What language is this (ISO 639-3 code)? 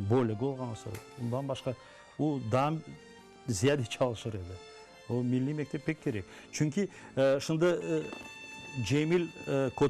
crh